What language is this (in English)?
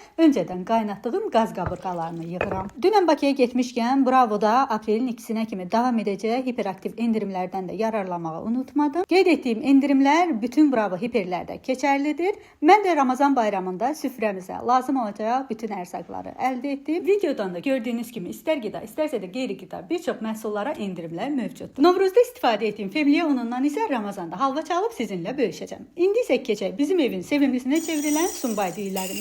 Azerbaijani